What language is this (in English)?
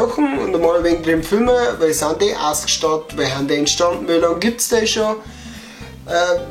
Bavarian